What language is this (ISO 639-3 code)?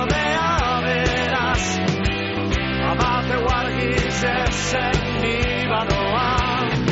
eus